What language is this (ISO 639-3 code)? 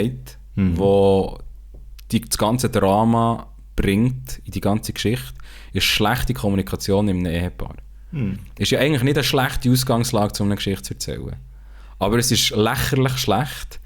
gsw